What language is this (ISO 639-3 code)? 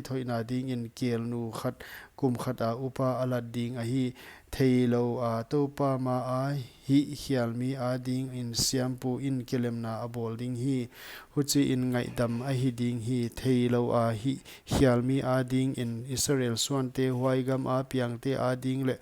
pck